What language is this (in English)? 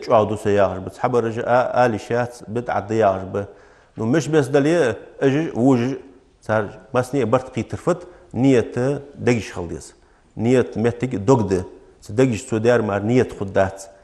Ingush